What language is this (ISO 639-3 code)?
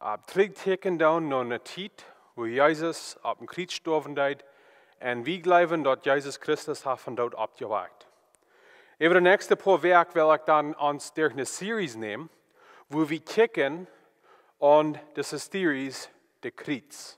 pdt